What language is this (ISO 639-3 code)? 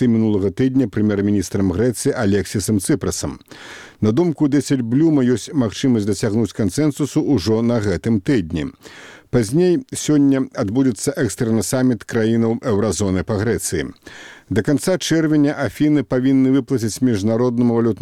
bel